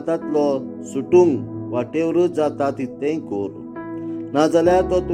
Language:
Konkani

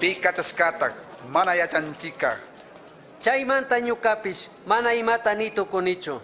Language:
Chimborazo Highland Quichua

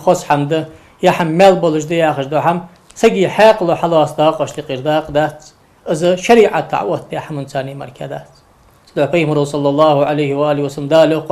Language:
Ingush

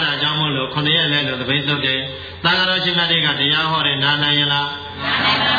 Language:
Burmese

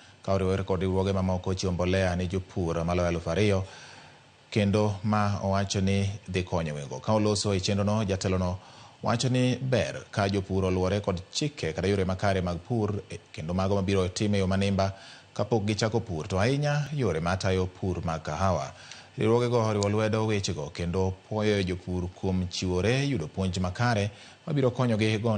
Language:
Luo (Kenya and Tanzania)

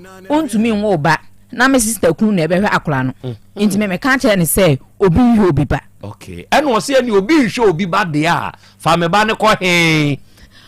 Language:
Akan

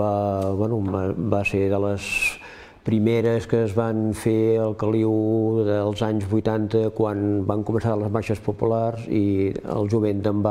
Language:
Catalan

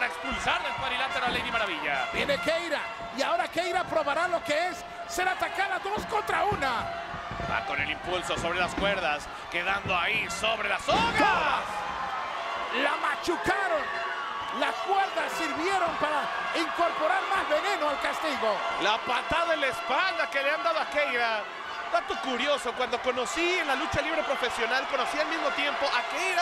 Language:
Spanish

